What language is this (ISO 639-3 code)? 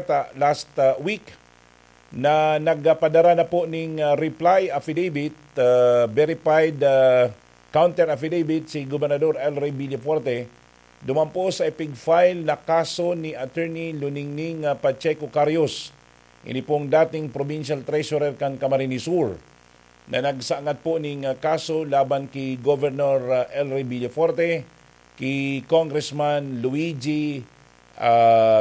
bik